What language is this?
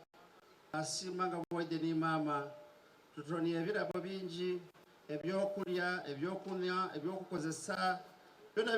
Soga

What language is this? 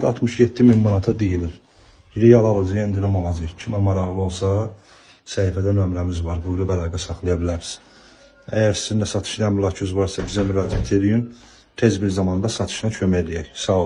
Azerbaijani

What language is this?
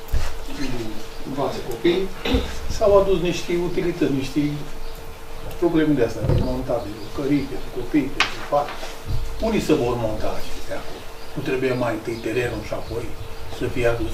Romanian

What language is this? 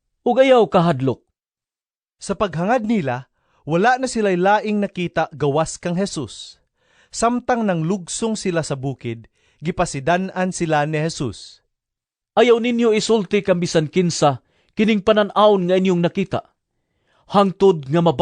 Cebuano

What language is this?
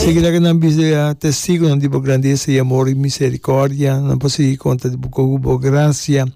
Papiamento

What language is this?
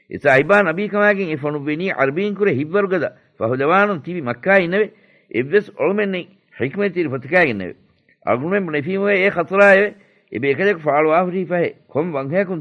Divehi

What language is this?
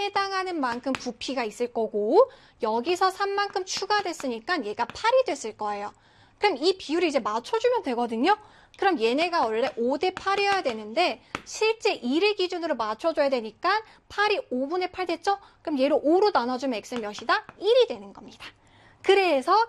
Korean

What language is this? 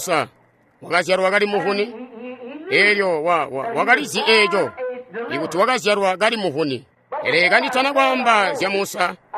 Tonga (Zambia)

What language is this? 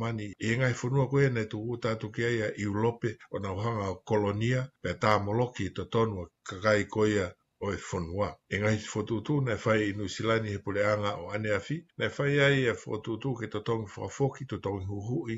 Tongan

